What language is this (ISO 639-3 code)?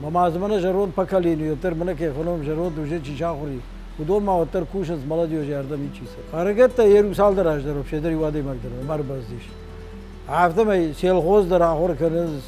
oss